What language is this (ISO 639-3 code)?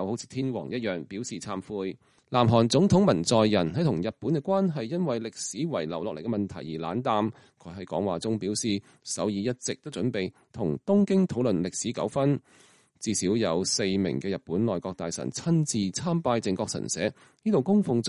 yue